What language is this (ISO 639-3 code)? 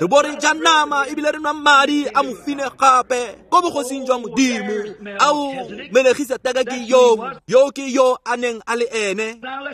tsn